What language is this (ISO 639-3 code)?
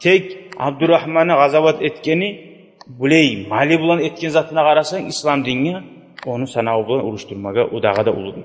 kum